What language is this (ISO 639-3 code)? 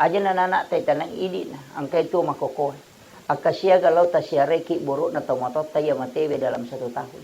bug